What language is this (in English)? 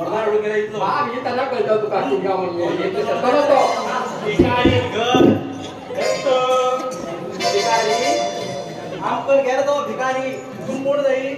Konkani